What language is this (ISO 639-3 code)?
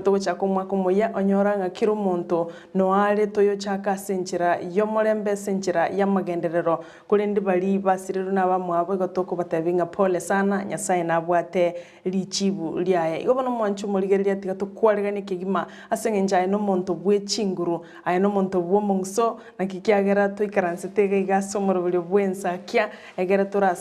guz